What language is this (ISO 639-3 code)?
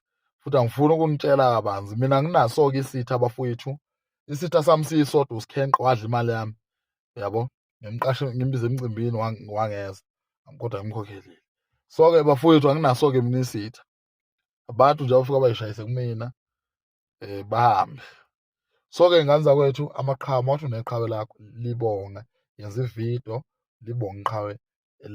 zul